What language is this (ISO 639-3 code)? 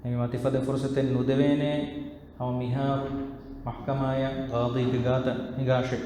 div